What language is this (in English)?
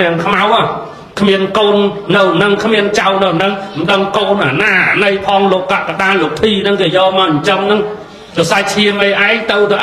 Khmer